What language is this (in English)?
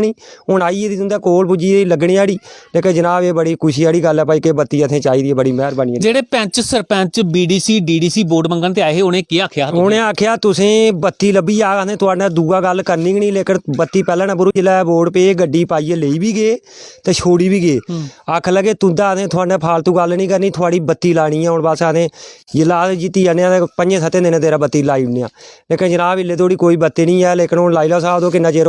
Dogri